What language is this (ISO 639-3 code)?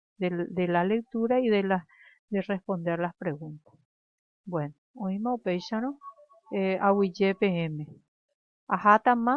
grn